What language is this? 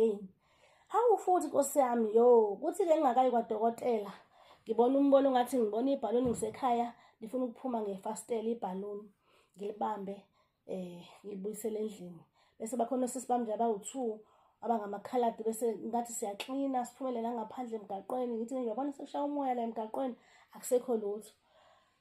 Zulu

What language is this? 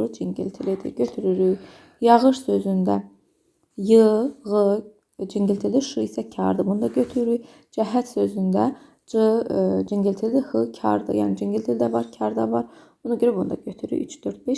Azerbaijani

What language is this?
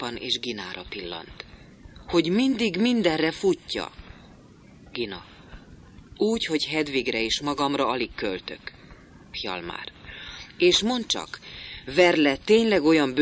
Hungarian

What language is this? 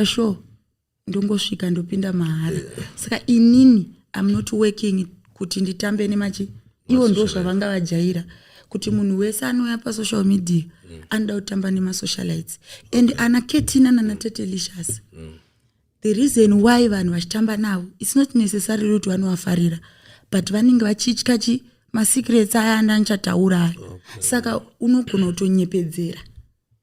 Shona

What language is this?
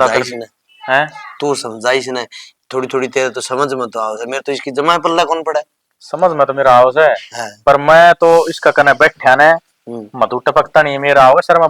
Haryanvi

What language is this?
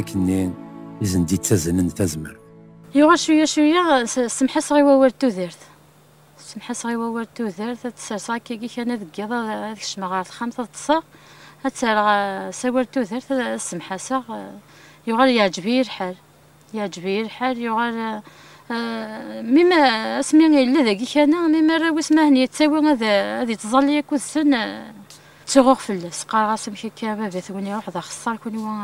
Kabyle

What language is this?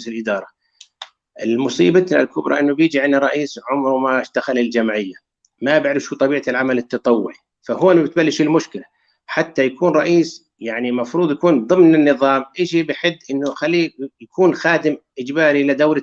North Levantine Arabic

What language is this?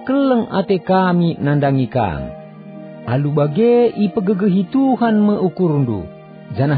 Batak Karo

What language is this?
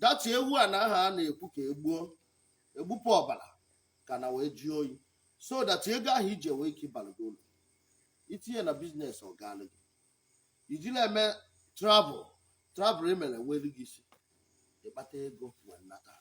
Igbo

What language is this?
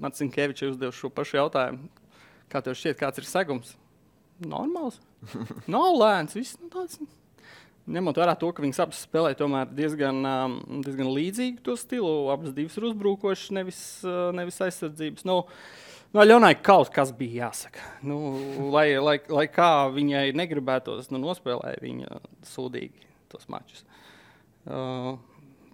Latvian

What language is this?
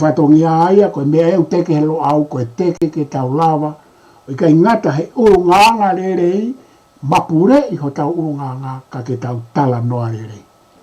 Tongan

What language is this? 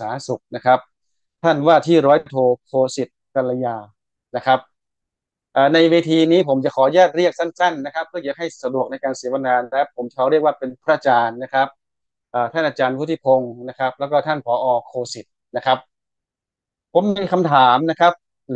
Thai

